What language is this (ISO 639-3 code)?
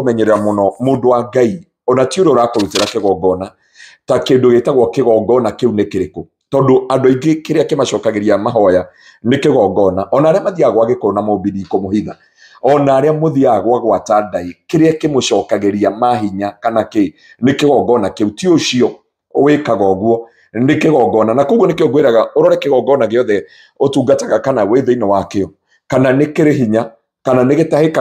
kik